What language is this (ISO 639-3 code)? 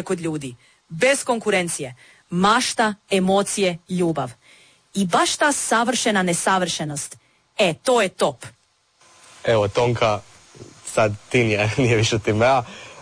hrv